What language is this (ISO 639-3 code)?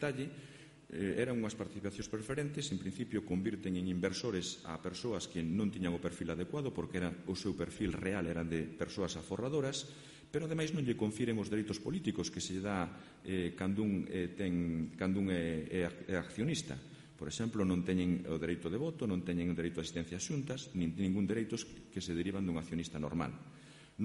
glg